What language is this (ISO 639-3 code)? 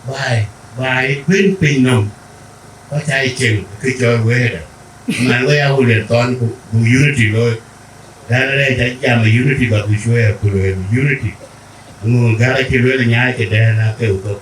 din